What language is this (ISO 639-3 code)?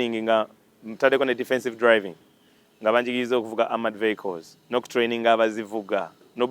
lug